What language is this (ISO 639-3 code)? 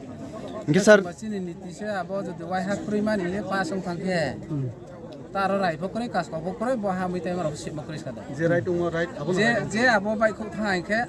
ria